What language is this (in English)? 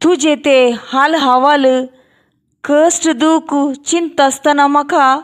Konkani